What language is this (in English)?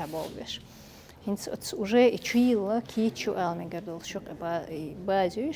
Chechen